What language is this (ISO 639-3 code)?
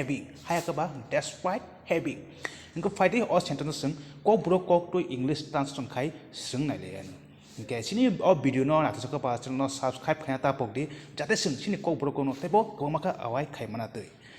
trp